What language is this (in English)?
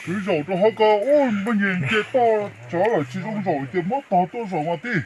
Hmong